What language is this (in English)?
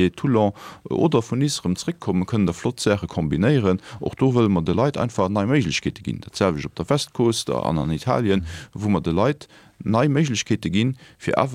Luxembourgish